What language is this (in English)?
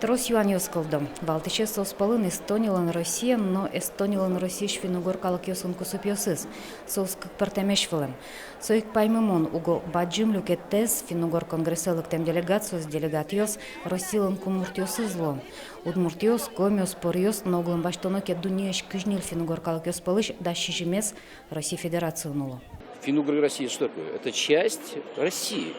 Udmurt